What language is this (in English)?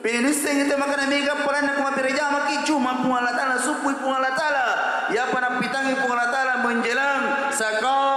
Buginese